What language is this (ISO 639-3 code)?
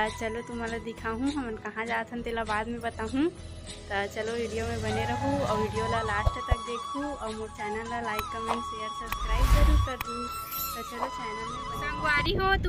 hne